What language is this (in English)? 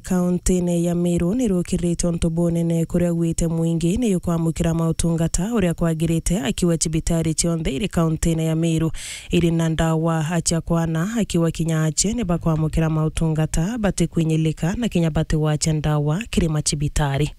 Meru